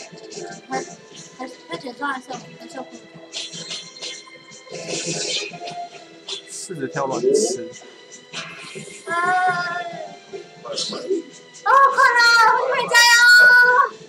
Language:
Chinese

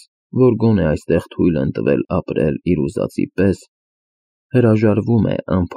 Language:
Armenian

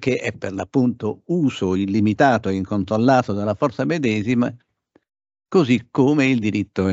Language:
Italian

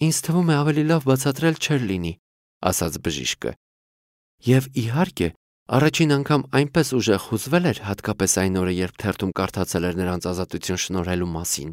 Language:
Armenian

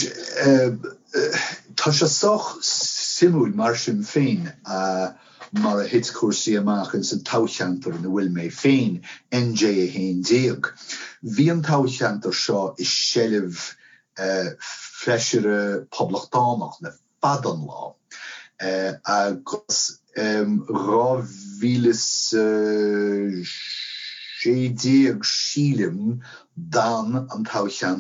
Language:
Irish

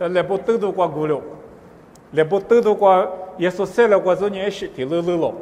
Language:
Lisu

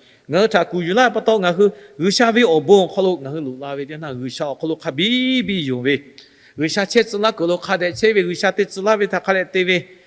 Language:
Lahu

